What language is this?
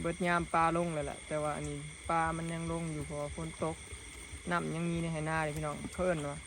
Northeastern Thai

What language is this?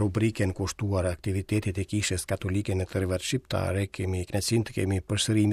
Albanian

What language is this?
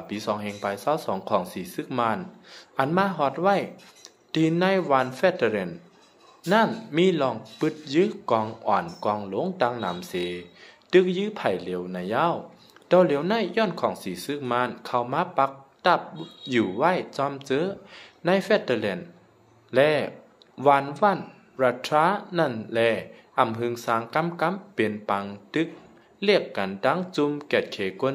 Shan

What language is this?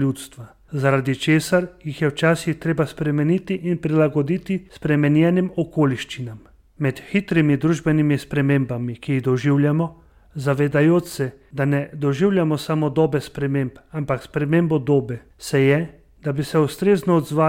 Slovenian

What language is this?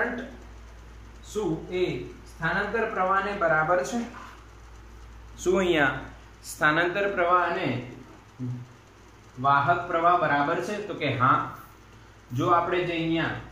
Gujarati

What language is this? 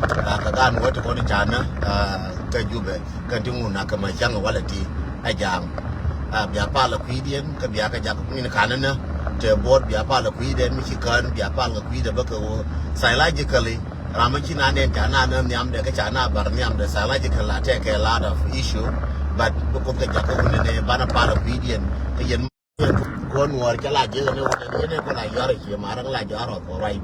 Nuer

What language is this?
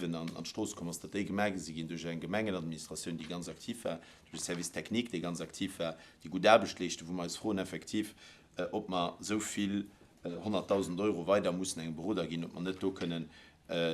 Luxembourgish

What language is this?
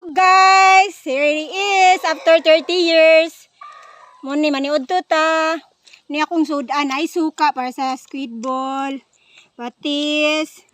Cebuano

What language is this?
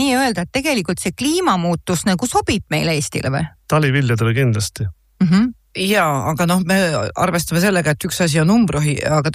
Estonian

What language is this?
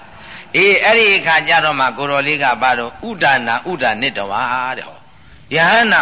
Burmese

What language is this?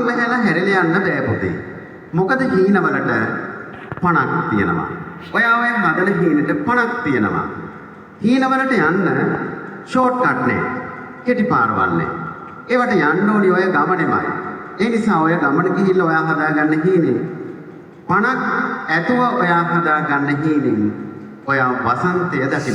Sinhala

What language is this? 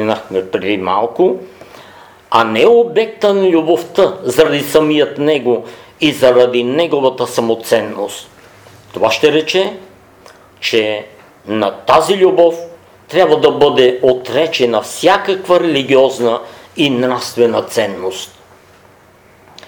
Bulgarian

